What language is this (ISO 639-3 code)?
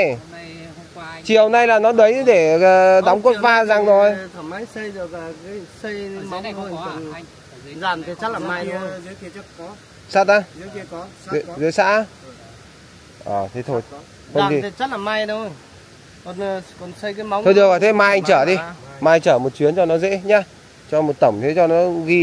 vie